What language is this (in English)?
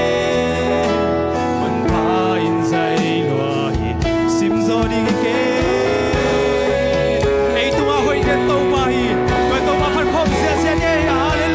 Tedim Chin